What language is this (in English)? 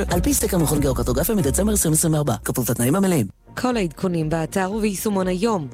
Hebrew